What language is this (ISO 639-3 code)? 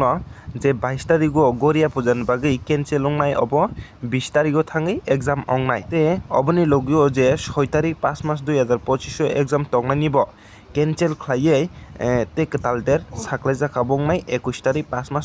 trp